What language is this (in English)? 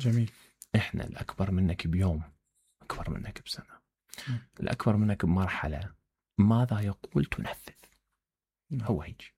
Mesopotamian Arabic